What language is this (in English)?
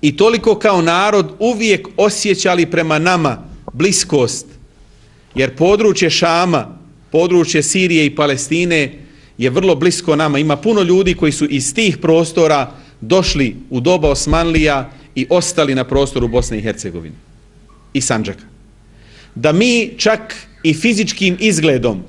Bosnian